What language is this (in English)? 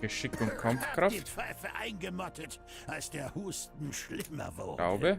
Bavarian